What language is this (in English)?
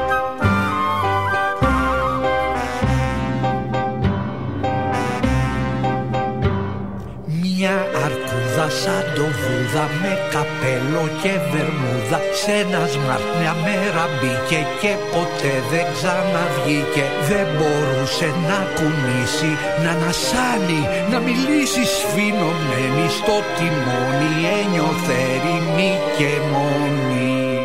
Greek